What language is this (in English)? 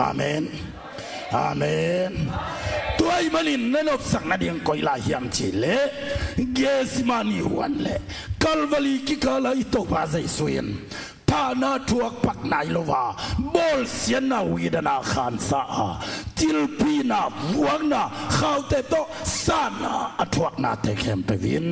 Tedim Chin